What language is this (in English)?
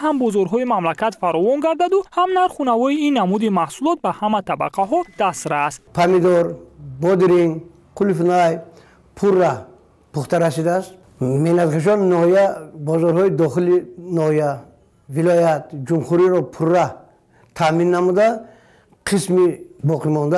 Tajik